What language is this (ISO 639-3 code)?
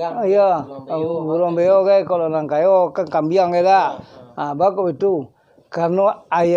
min